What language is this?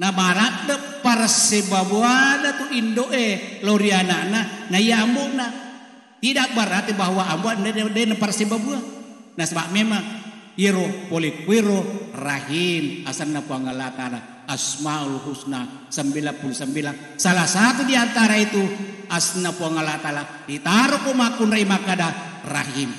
Buginese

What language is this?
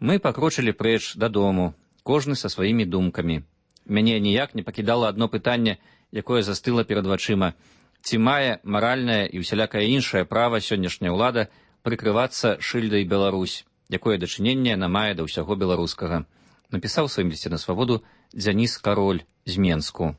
Belarusian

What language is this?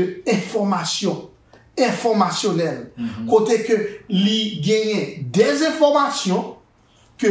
Haitian Creole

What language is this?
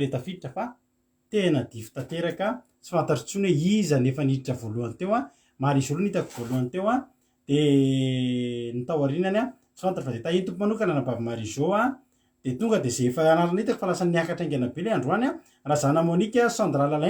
Malagasy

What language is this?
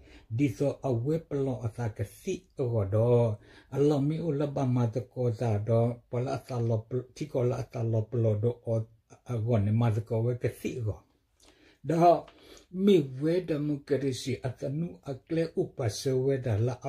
S'gaw Karen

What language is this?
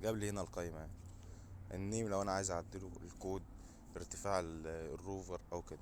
Egyptian Arabic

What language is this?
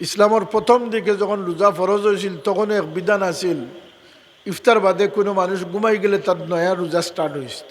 Sylheti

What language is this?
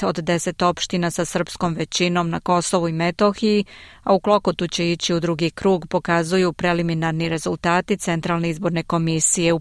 Serbian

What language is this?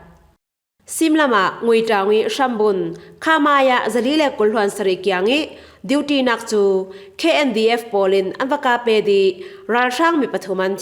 Falam Chin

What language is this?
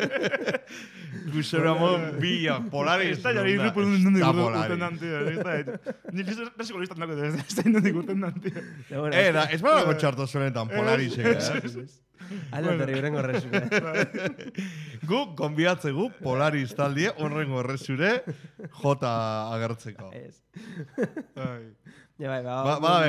Basque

